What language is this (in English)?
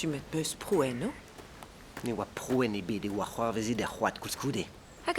Breton